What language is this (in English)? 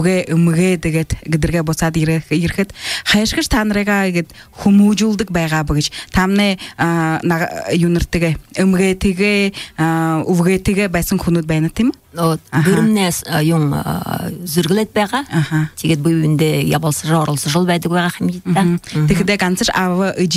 Buriat